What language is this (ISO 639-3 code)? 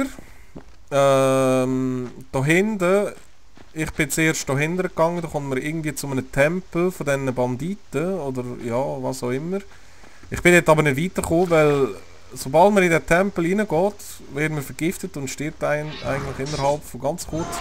gsw